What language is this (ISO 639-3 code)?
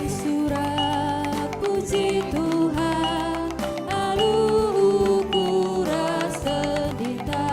btx